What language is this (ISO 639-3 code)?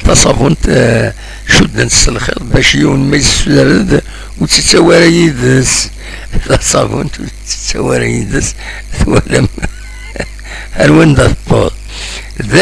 kab